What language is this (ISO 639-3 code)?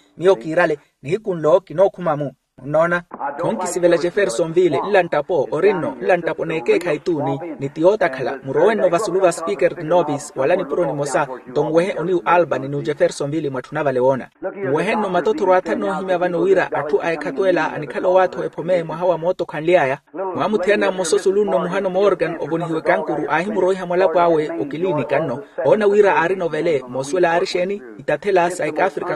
vmw